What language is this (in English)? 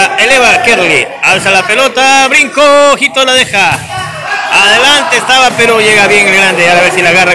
Spanish